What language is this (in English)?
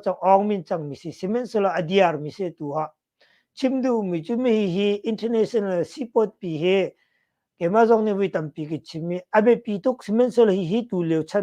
Hakha Chin